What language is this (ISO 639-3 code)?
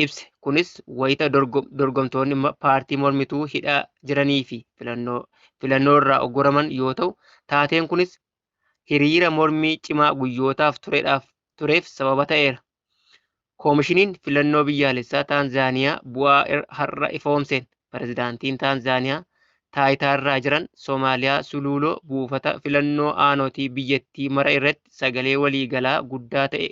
orm